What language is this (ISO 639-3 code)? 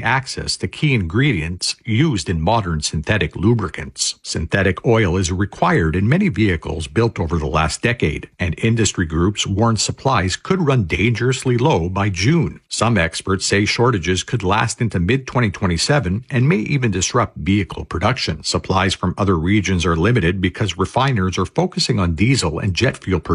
eng